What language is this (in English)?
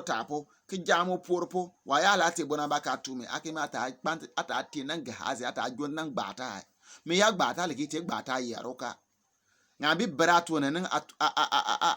Bimoba